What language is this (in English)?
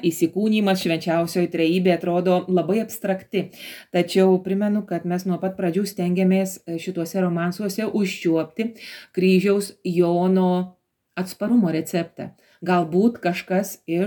Lithuanian